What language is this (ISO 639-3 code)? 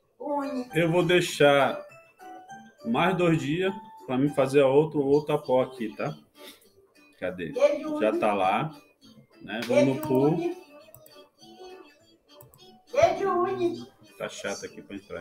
por